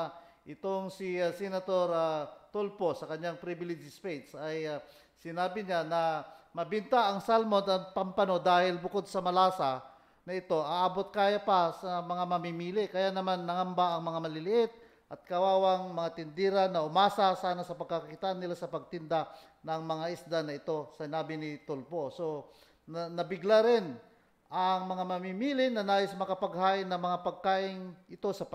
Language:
Filipino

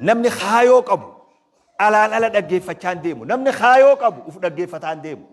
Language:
Oromo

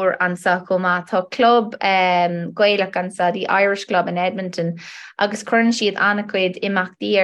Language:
Irish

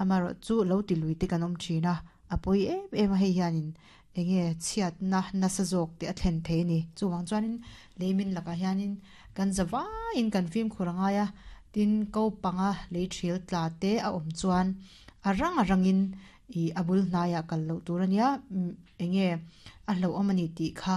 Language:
Mizo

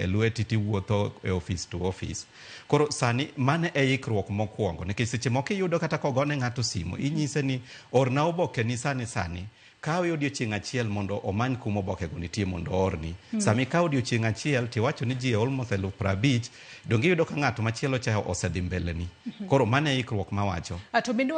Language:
Luo (Kenya and Tanzania)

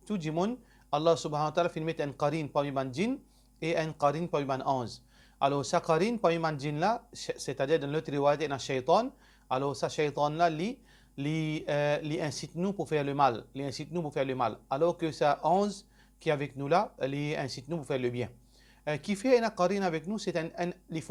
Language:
Morisyen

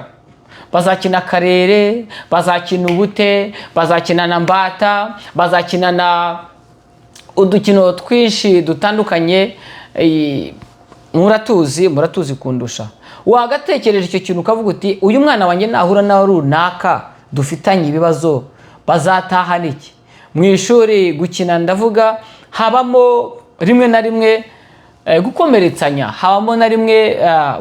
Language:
Kinyarwanda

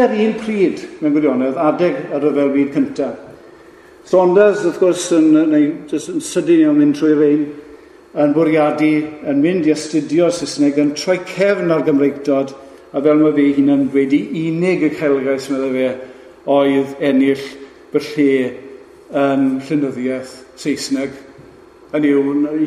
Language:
Welsh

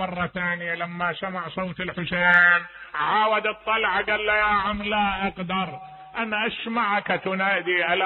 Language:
Mesopotamian Arabic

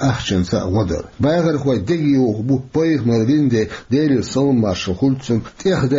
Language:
Chechen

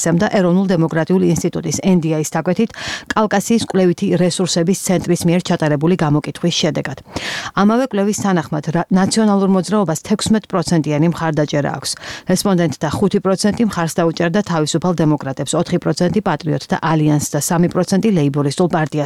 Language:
Georgian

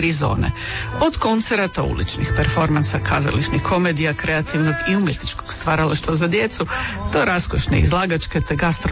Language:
Croatian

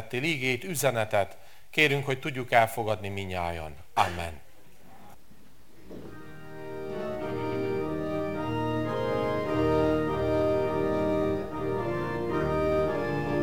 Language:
Hungarian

